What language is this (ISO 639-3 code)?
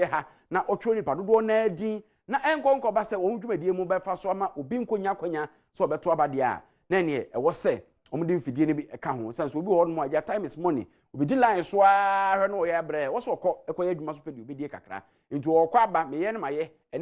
aka